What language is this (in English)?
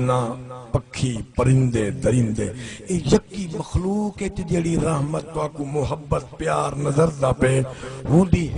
Saraiki